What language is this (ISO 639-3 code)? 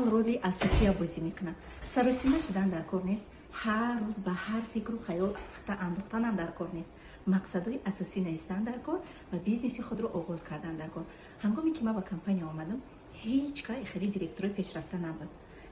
tgk